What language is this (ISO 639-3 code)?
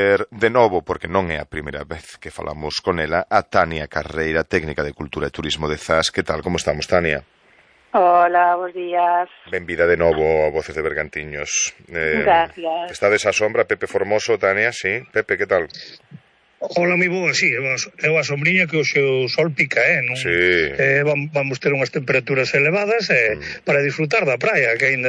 glg